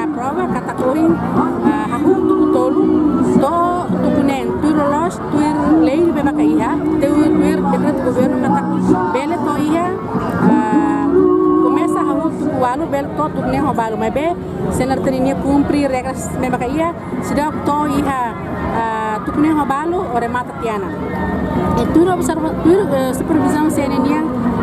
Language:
Tetum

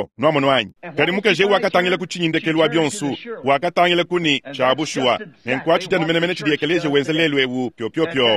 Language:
Luba-Lulua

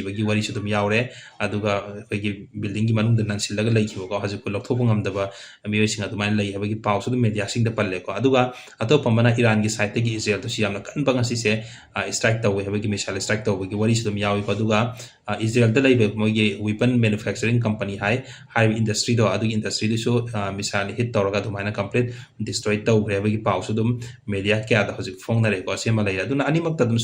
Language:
Manipuri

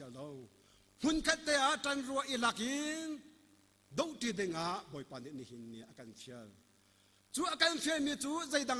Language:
Hakha Chin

